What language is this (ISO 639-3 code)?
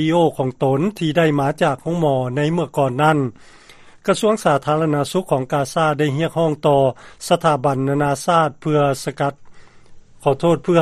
lao